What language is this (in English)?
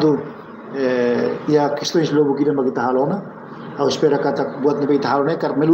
Tetum